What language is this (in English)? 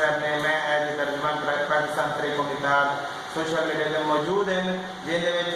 Saraiki